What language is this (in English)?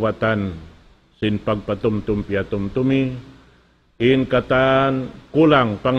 Tausug